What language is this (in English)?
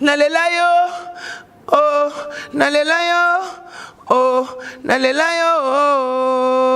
Lingala